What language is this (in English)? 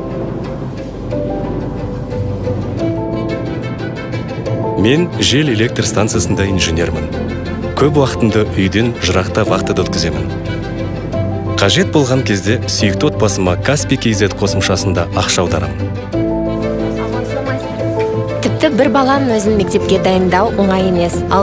Kazakh